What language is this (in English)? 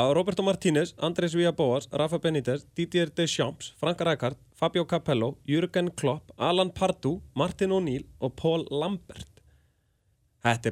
Icelandic